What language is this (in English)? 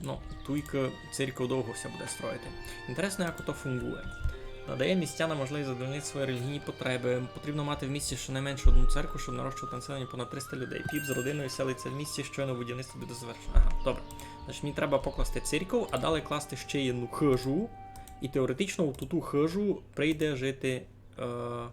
Rusyn